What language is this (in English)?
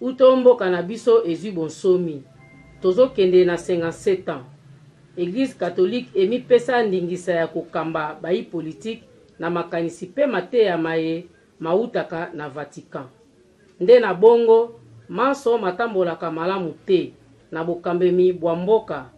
Lingala